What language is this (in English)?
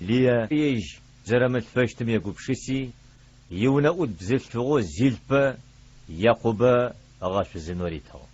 Adyghe